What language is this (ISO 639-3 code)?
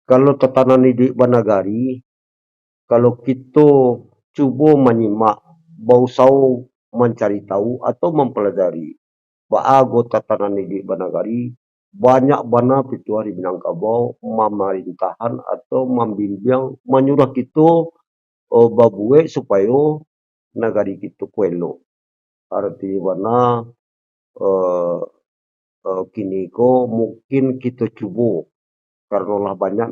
min